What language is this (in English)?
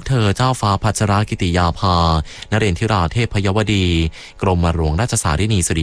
Thai